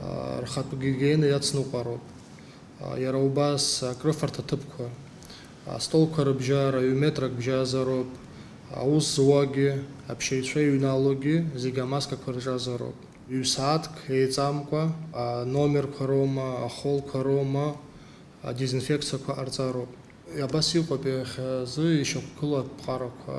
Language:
Abkhazian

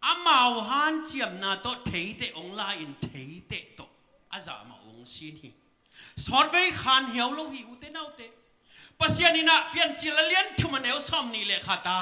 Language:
Tedim Chin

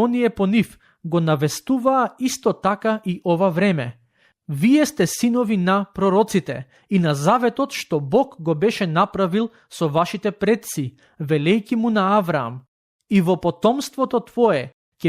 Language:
Macedonian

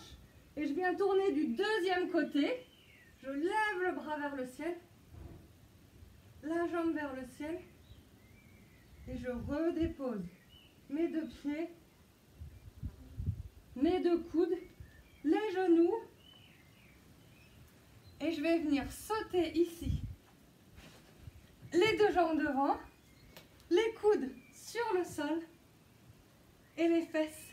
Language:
French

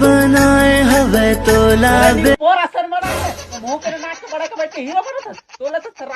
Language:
Chhattisgarhi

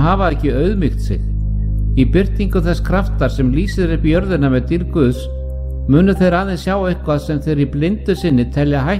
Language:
Icelandic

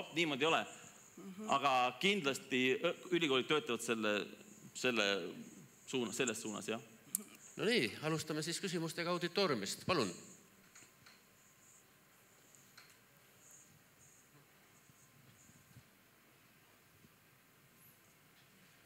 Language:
Estonian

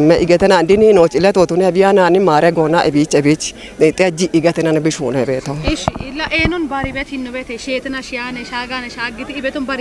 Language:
Kafa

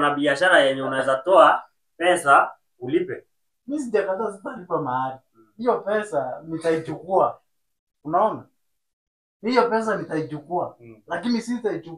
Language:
Swahili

